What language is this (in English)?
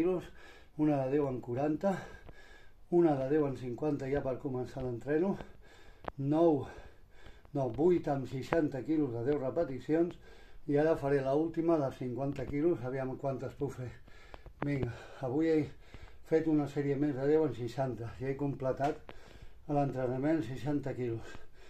Catalan